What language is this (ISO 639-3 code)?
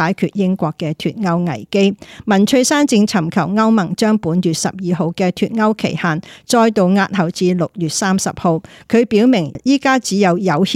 yue